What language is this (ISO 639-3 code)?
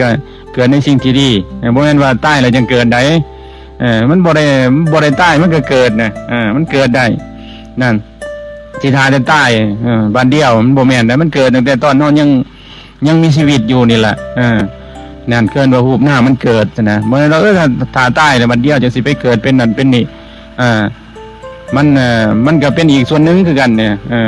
lao